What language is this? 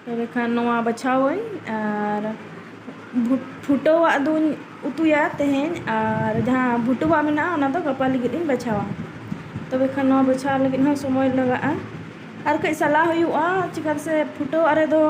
Santali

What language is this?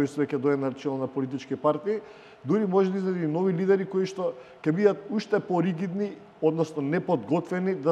Macedonian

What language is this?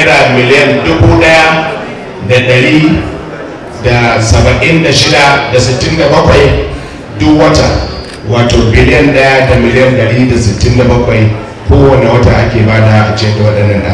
Hausa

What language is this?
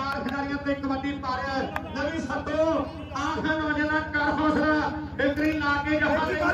Punjabi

